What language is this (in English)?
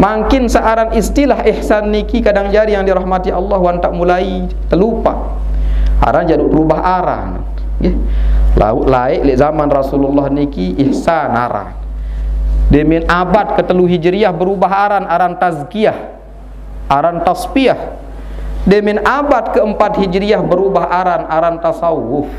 Sasak